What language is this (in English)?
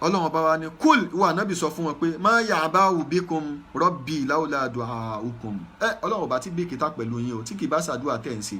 Yoruba